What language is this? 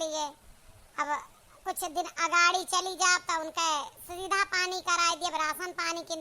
Awadhi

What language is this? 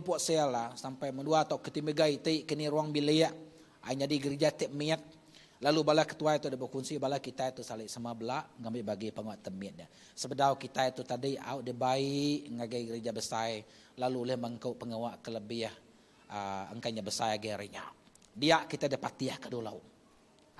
Iban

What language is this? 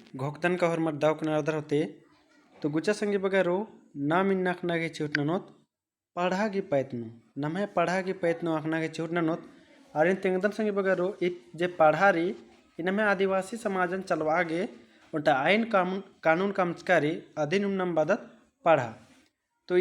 Kurukh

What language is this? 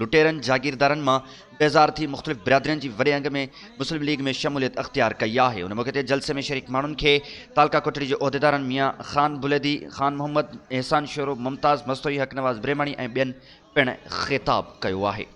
Sindhi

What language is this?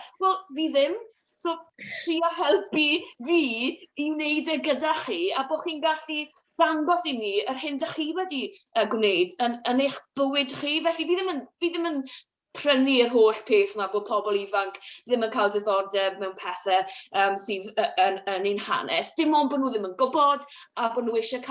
Welsh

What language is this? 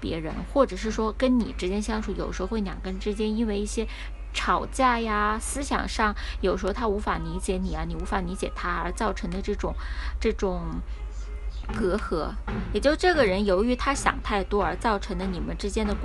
Chinese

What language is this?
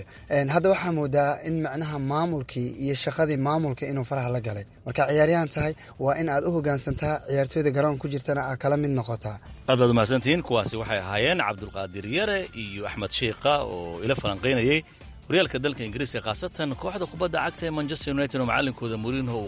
Somali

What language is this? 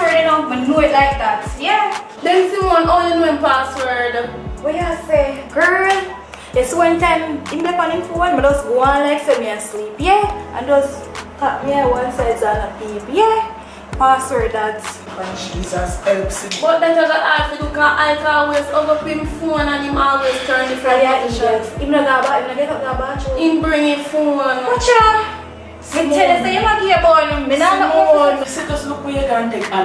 Jamaican Creole English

